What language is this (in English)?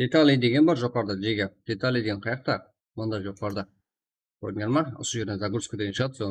Kara-Kalpak